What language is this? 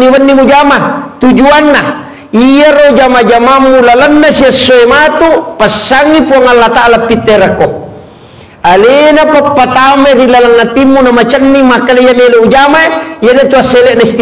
Buginese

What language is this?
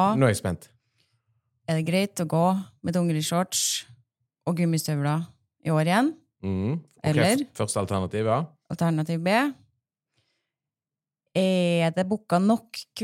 Norwegian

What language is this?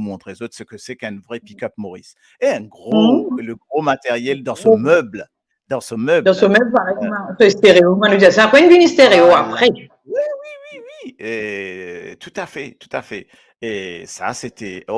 Morisyen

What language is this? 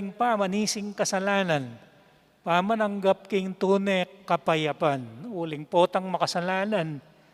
Pampanga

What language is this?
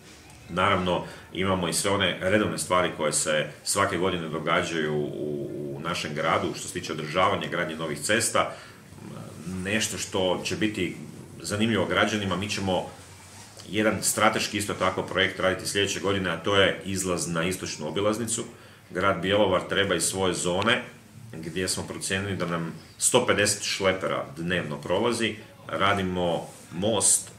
Croatian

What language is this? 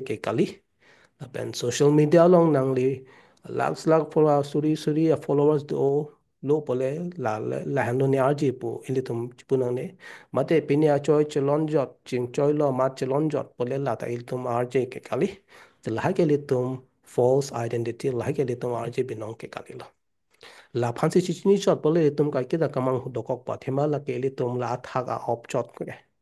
Karbi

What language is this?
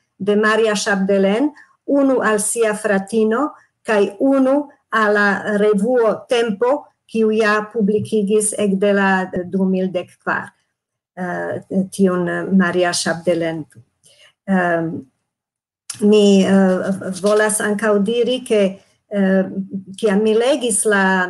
Esperanto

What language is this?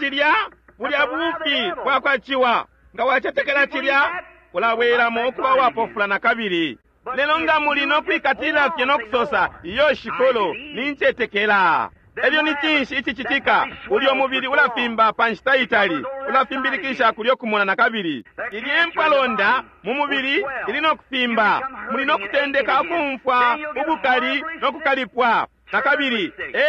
Bemba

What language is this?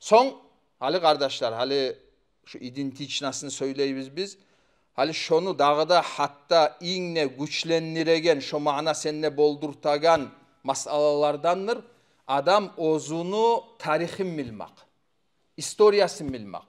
Kumyk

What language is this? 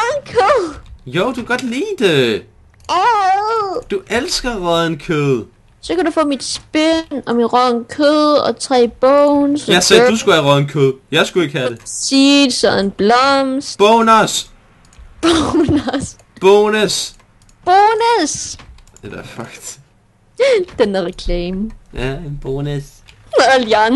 Danish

